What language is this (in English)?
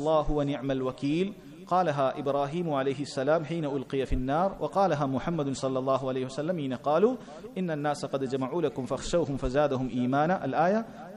Malayalam